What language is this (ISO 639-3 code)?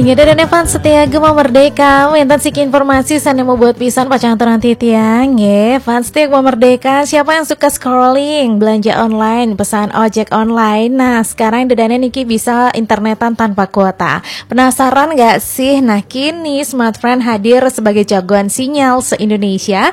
ban